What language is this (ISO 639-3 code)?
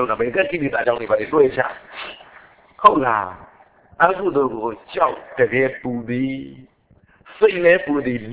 mya